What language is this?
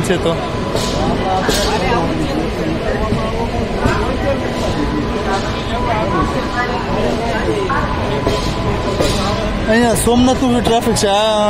Gujarati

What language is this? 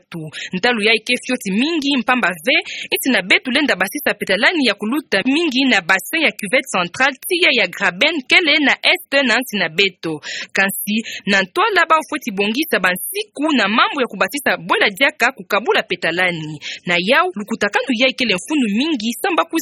Kituba (Democratic Republic of Congo)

